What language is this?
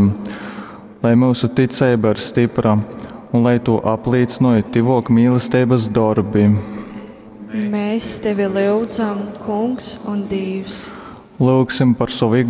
Latgalian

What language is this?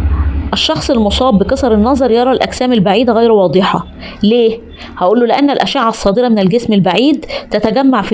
Egyptian Arabic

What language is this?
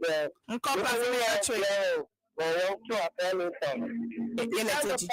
Ewe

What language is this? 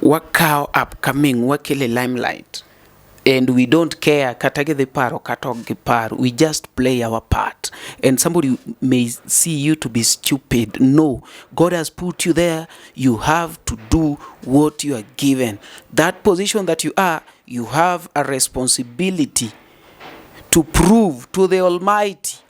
Luo (Kenya and Tanzania)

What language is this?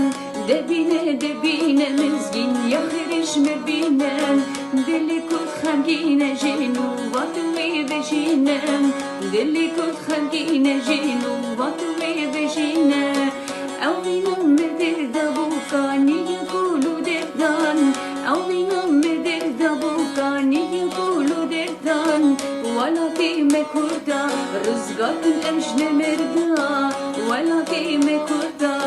Kurdish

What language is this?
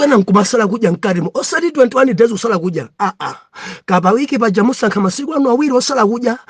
Nyanja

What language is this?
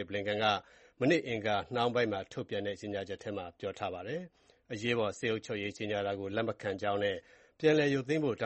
Burmese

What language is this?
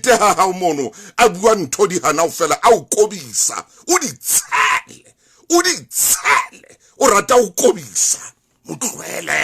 Southern Sotho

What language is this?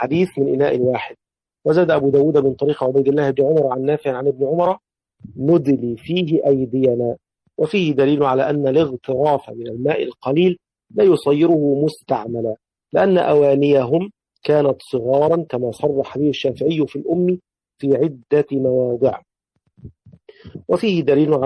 Arabic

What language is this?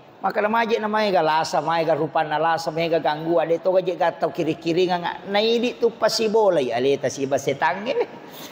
Buginese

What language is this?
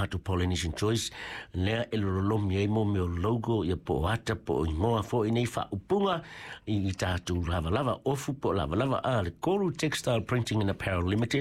Samoan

